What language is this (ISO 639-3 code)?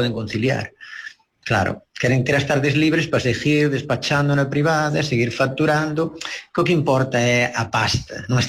glg